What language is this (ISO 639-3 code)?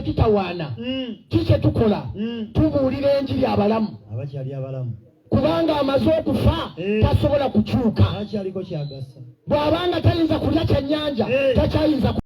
lug